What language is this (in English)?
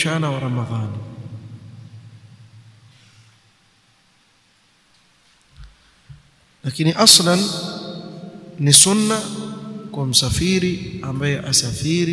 Swahili